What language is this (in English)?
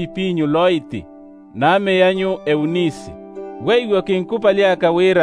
Makhuwa